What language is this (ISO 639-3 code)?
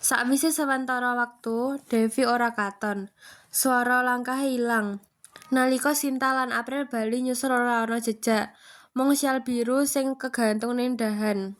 jav